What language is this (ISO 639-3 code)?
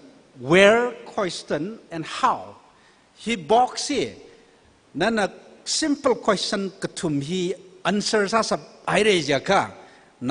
nmf